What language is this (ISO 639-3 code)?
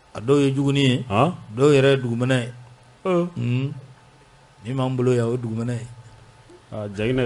bam